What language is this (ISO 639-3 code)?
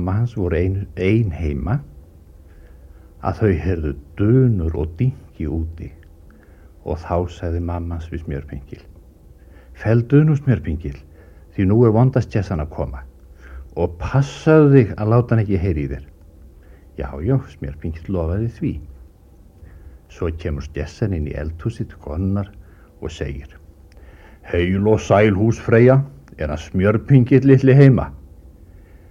isl